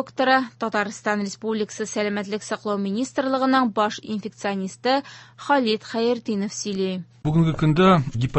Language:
Tatar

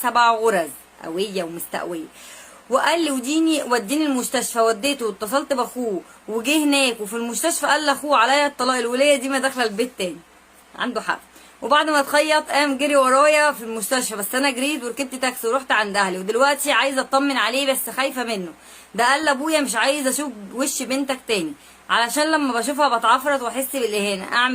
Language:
Egyptian Arabic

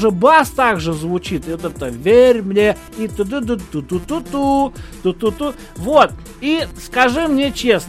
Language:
Russian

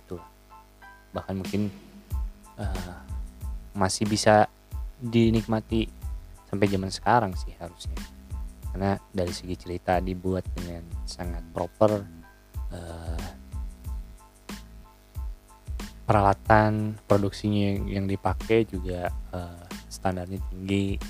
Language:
Indonesian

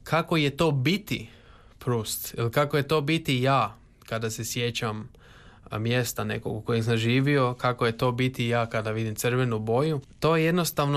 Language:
Croatian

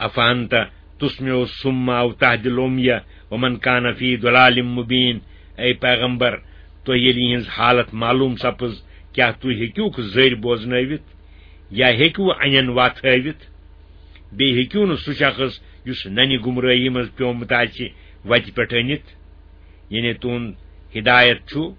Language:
Kashmiri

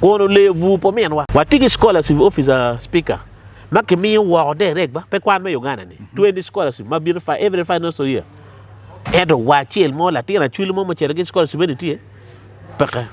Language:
Acoli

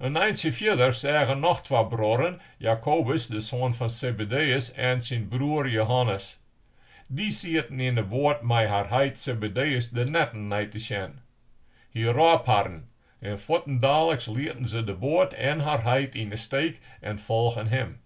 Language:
Western Frisian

